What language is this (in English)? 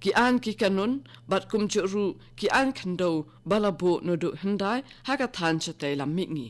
Khasi